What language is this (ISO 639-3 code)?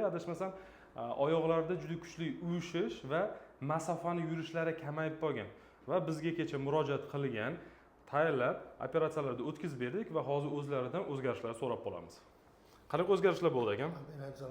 uzb